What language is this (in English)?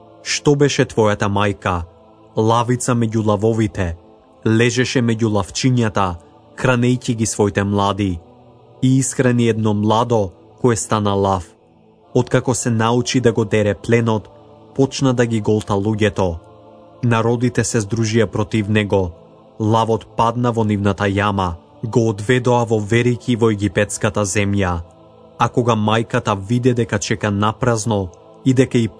Macedonian